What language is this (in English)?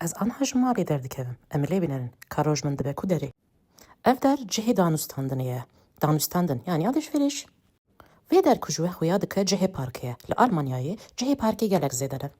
Kurdish